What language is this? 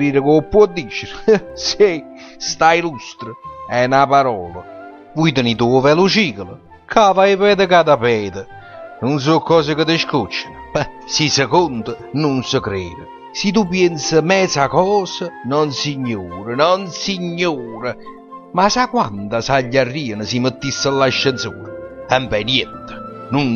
Neapolitan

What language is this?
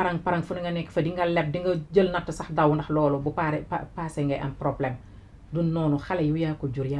Wolof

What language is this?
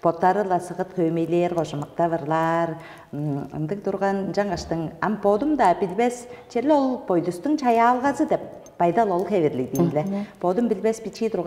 Tuvinian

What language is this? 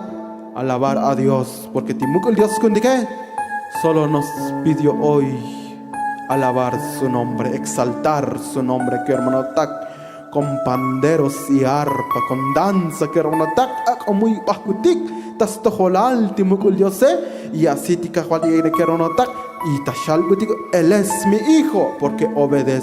Tzotzil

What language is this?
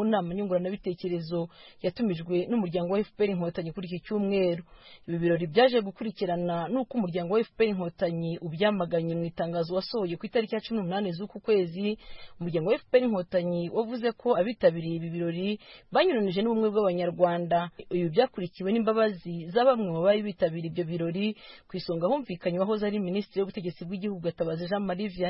Kinyarwanda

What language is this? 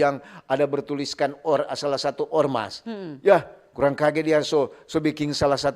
Manado Malay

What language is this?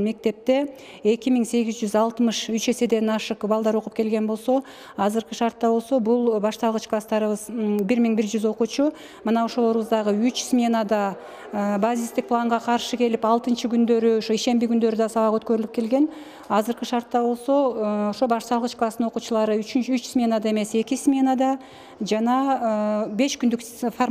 Kyrgyz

